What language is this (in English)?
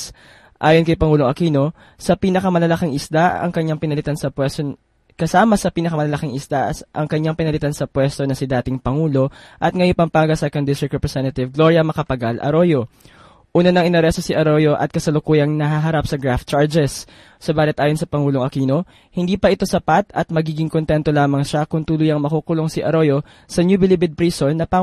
Filipino